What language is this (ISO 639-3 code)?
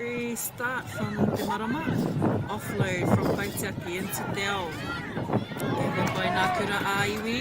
mri